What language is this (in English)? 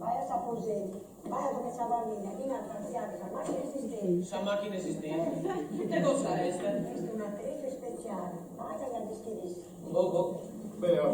Sardinian